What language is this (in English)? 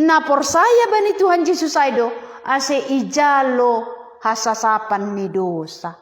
Batak Simalungun